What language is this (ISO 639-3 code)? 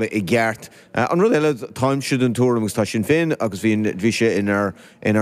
gle